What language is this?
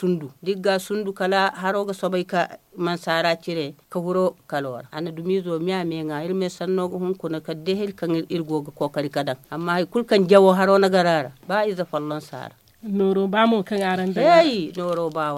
Zarma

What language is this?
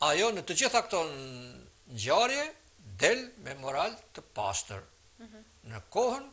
Albanian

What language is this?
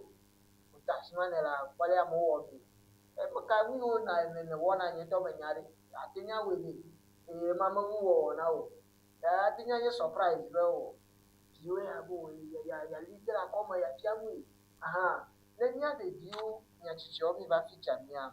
Ewe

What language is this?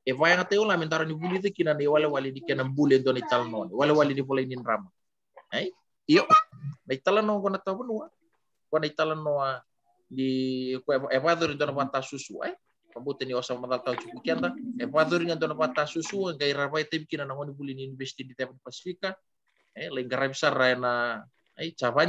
Fijian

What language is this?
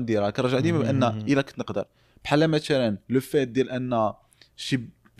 Moroccan Arabic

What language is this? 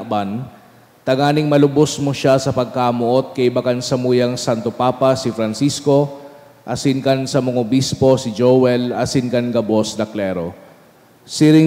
Bikol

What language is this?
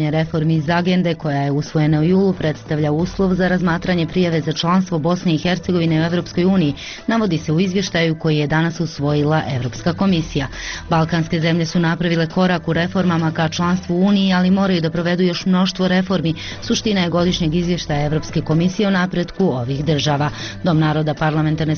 Bosnian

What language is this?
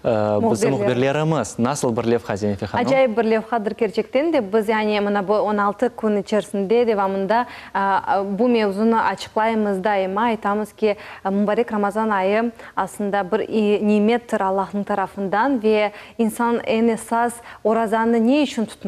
Crimean Tatar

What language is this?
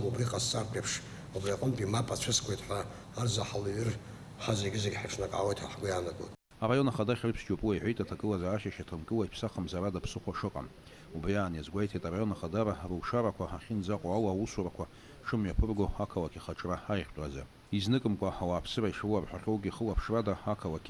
Abkhazian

